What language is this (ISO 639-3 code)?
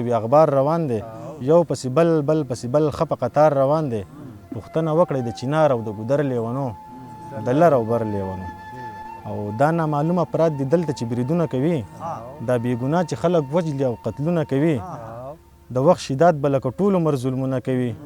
pus